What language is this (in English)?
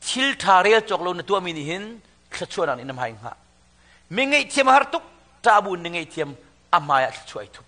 Hakha Chin